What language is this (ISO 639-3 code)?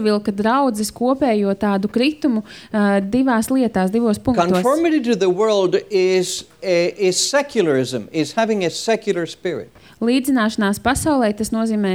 lav